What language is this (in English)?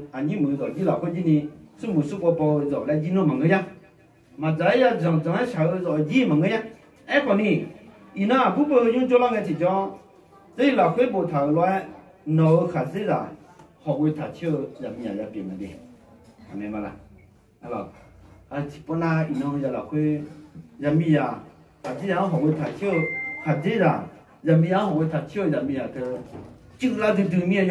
Akha